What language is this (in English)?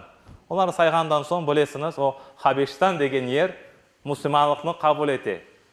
Crimean Tatar